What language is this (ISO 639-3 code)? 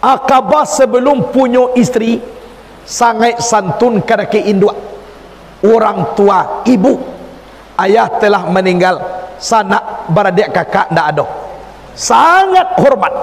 min